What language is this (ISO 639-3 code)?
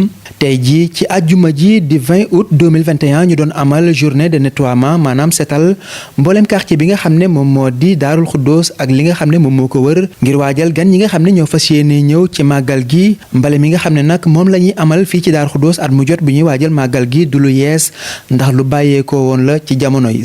wol